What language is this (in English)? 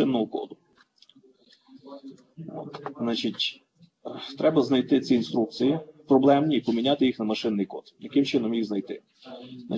Ukrainian